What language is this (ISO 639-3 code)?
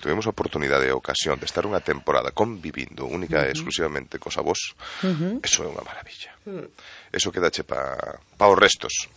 glg